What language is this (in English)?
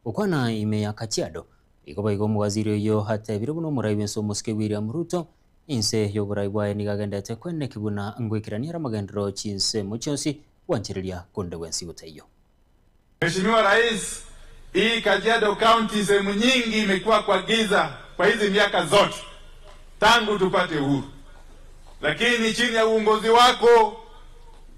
Gusii